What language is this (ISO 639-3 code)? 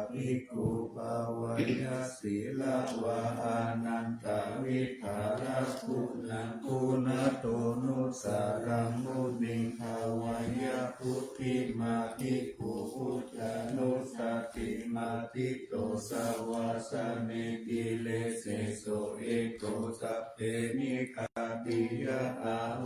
pli